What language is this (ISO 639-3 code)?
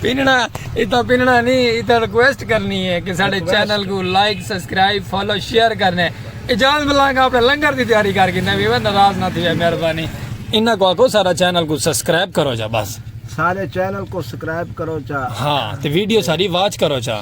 skr